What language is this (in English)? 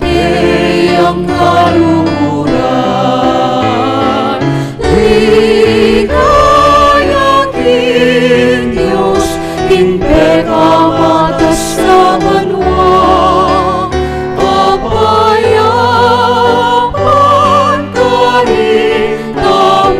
Pampanga